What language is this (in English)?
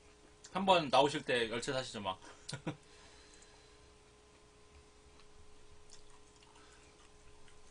Korean